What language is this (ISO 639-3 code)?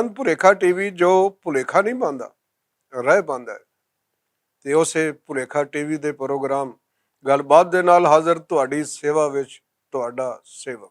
lah